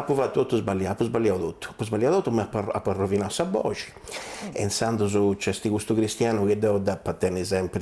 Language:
Sardinian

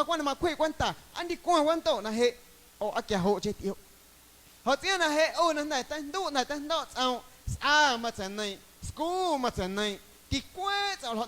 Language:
Guerrero Amuzgo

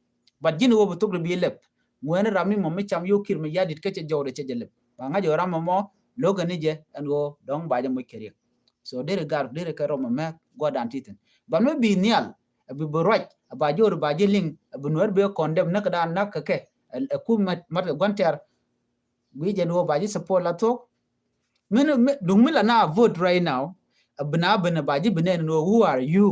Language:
Nuer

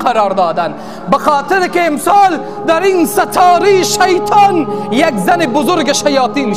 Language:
Persian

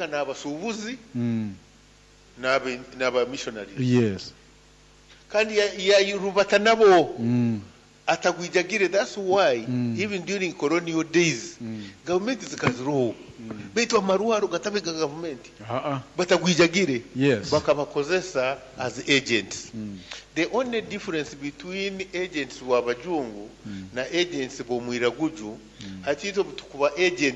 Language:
Nyoro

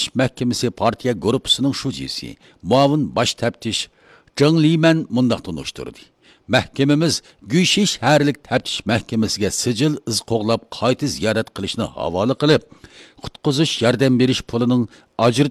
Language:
Uyghur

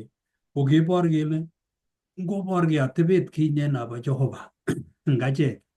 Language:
Kalenjin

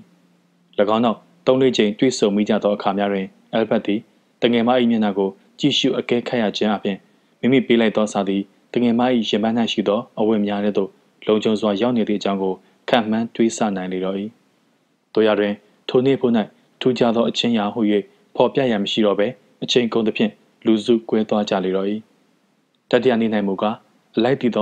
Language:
Burmese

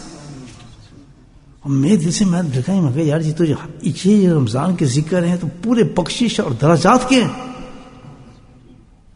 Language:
Urdu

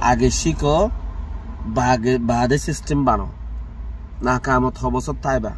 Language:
Rohingya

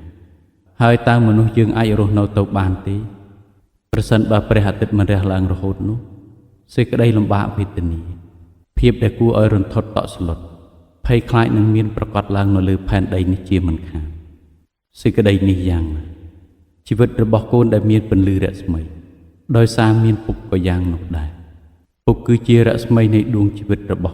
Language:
Khmer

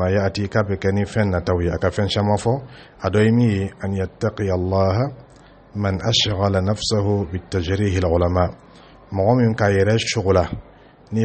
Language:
Dyula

